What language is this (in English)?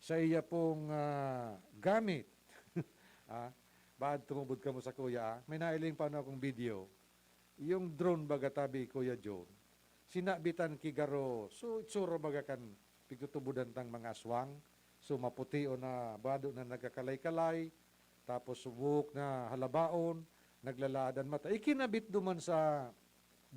Bikol